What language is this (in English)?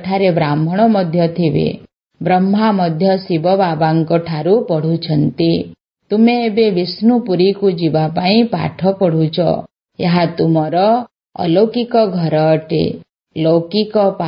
Odia